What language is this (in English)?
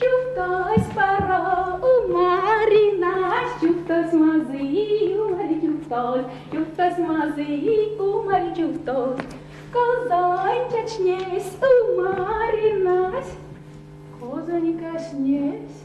Erzya